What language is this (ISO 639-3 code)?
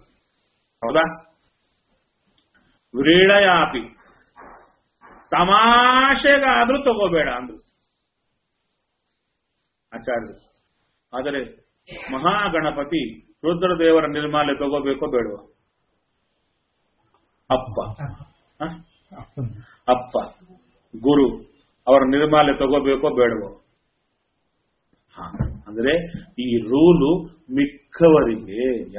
kan